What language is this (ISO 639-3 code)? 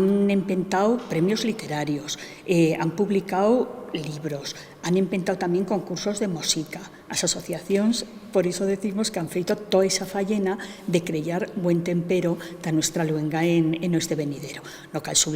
arg